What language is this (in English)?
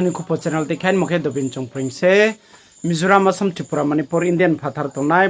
Riang (India)